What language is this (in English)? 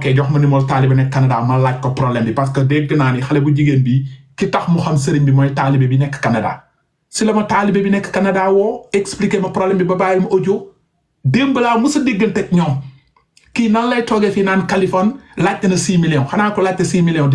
Wolof